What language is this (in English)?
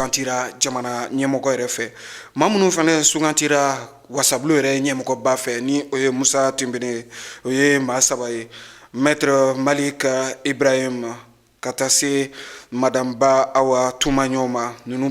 Bambara